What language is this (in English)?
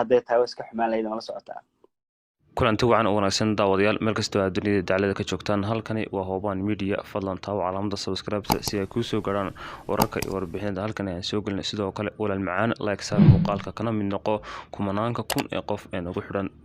Somali